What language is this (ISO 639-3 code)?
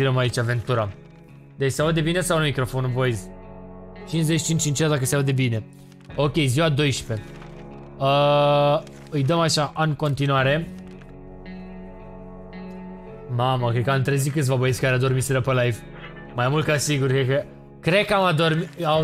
ron